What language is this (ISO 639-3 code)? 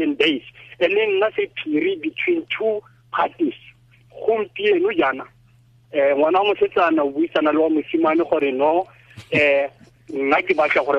tsn